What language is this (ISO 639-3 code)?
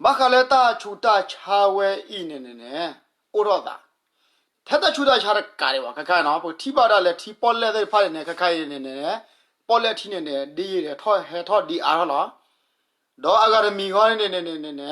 ksw